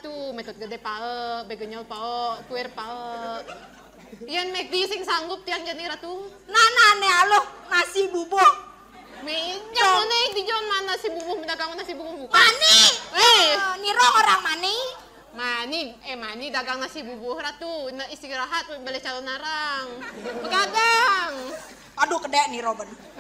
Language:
Balinese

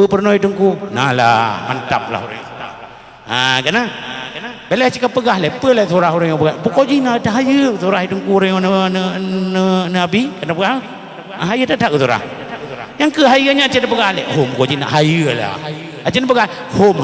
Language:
Achinese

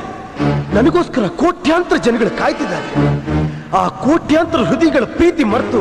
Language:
Kannada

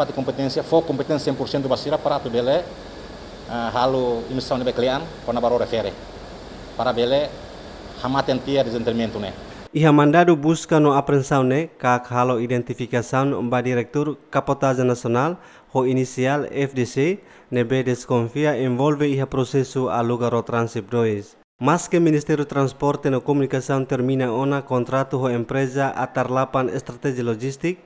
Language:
Tetum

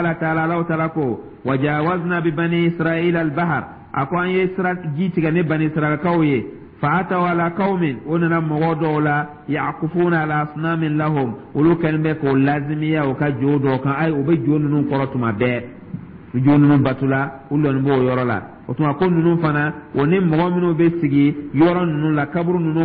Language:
Dyula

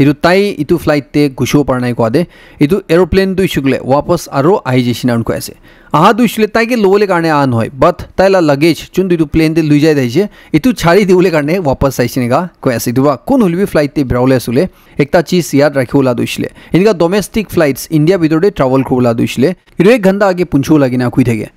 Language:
Naga Pidgin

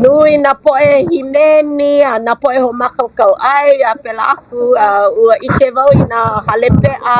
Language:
Hawaiian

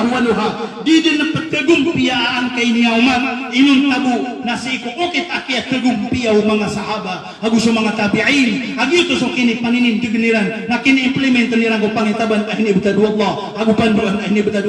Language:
Maranao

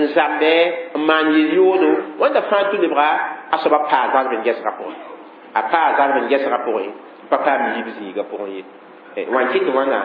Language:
Mossi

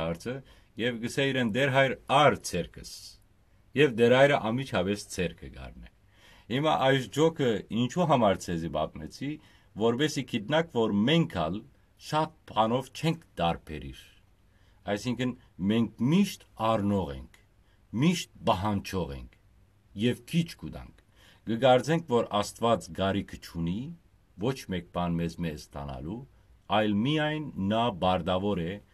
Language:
Western Armenian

